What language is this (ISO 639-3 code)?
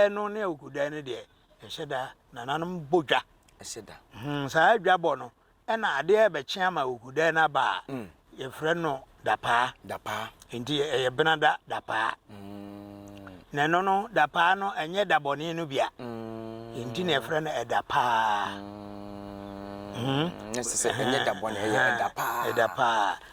aka